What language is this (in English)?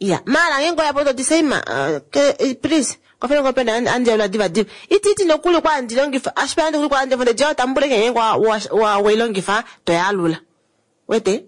Kuanyama